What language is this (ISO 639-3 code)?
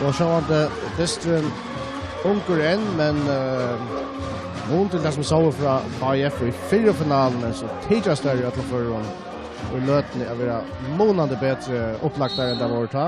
fao